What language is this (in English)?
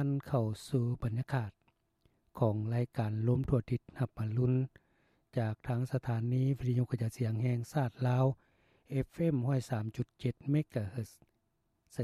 Lao